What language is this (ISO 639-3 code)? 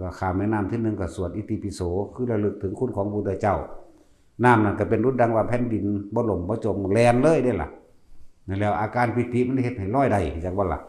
tts